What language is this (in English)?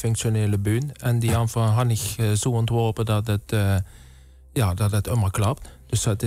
Limburgish